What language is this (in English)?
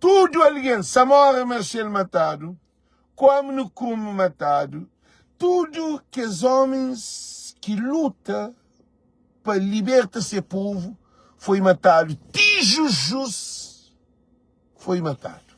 Kabuverdianu